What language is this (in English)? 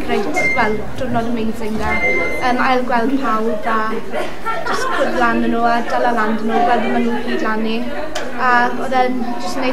Welsh